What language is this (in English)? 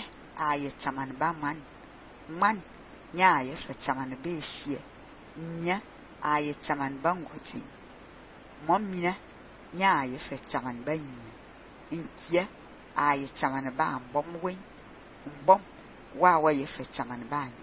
Fang